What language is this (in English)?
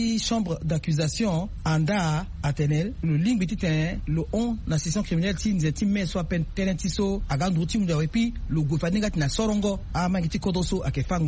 Sango